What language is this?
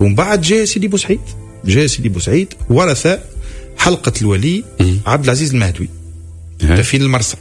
Tunisian Arabic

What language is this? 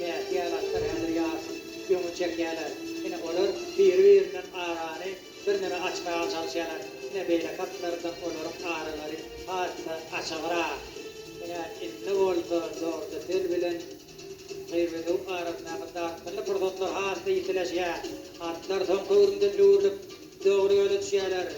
Turkmen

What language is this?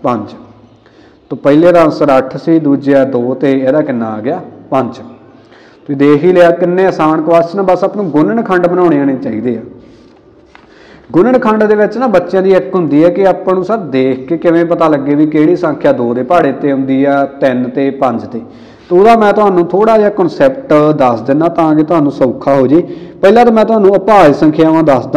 Punjabi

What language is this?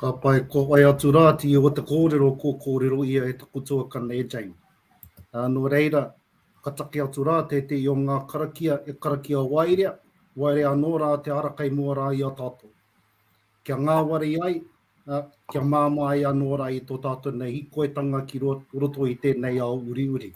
Māori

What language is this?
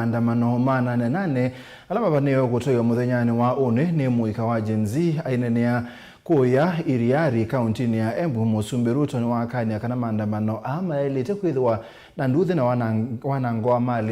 Kamba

